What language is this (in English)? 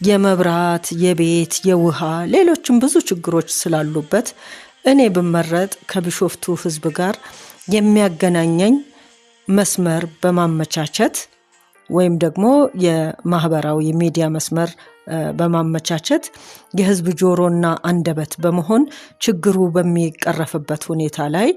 Amharic